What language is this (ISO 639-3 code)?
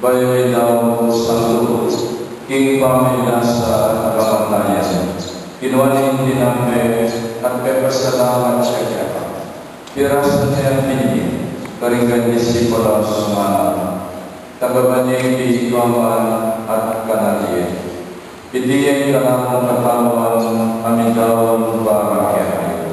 pam